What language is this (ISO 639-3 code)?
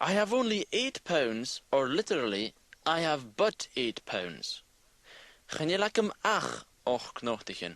gla